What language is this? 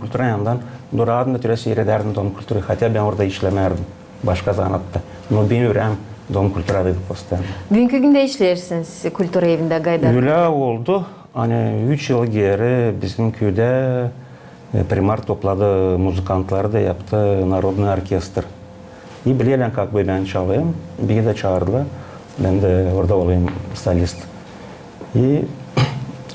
Gagauz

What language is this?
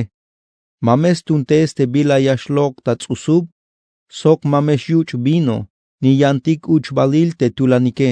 Tzeltal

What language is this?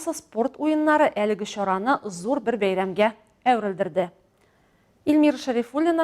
Tatar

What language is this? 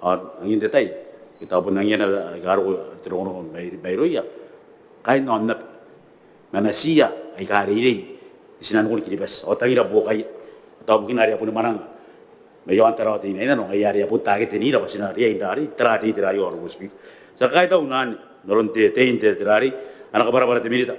Gilbertese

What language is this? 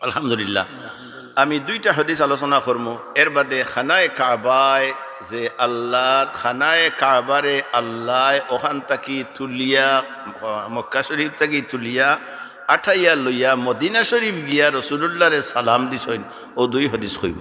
Sylheti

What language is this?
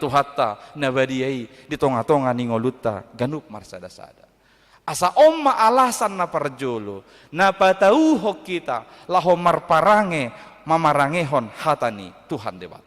Batak Toba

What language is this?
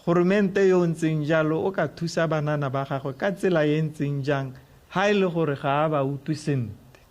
Tswana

